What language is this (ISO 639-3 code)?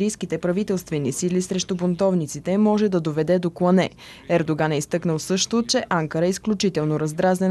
bul